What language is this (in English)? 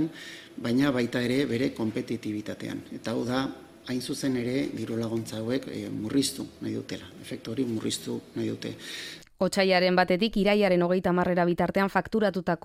Basque